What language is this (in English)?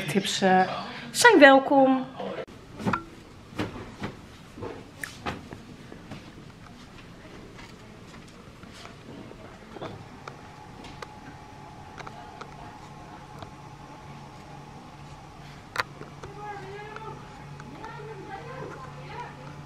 Dutch